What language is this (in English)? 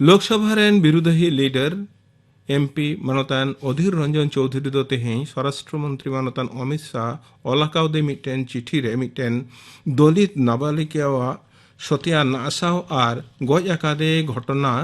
Santali